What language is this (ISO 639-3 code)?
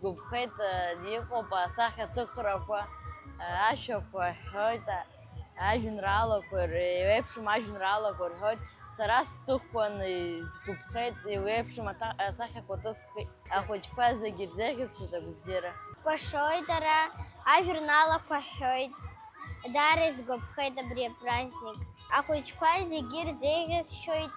abk